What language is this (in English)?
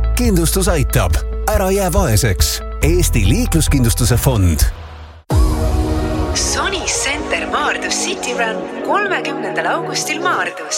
Estonian